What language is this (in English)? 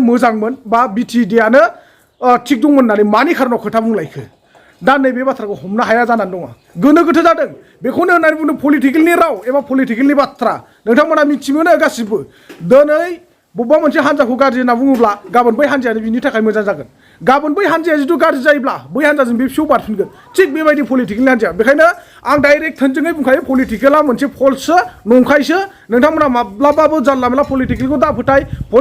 Bodo